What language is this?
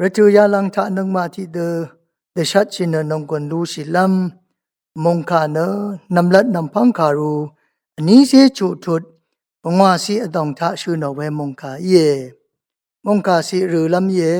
Rawang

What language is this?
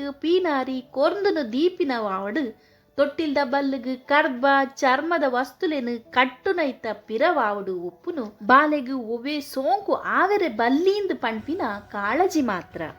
Tulu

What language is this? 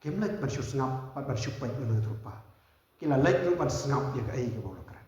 Khasi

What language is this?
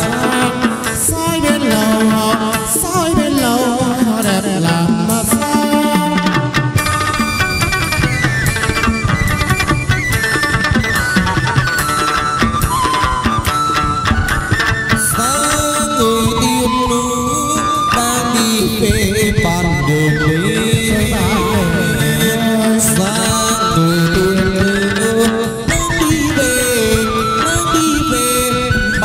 Vietnamese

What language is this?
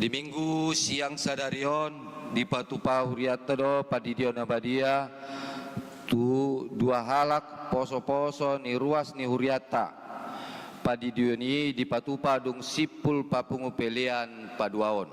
Batak Toba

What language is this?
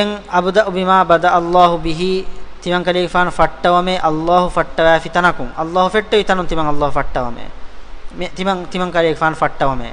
Divehi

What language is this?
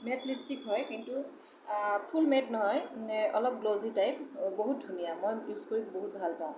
Assamese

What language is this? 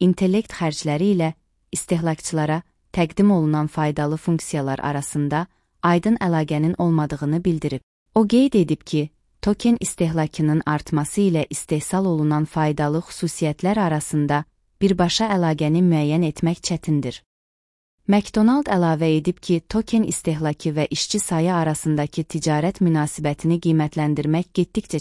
Azerbaijani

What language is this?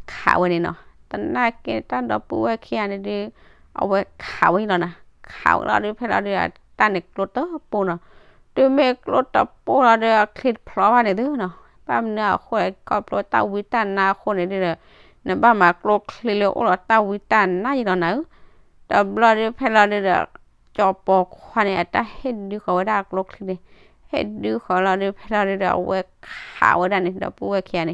S'gaw Karen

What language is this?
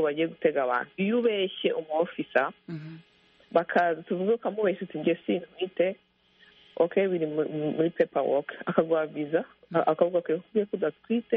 Kinyarwanda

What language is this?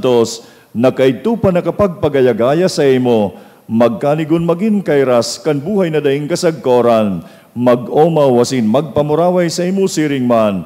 Bikol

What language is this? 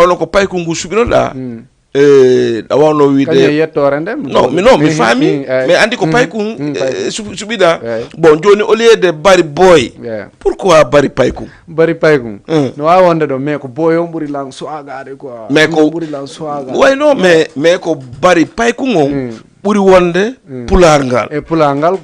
Fula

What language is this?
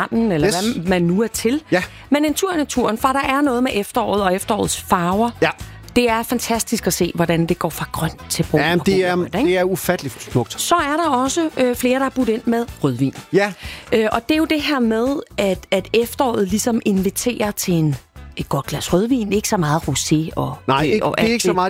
Danish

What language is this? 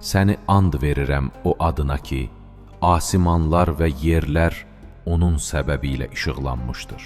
Azerbaijani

